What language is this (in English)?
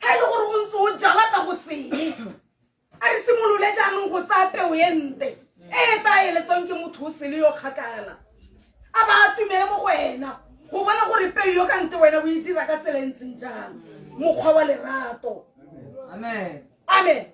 Tswana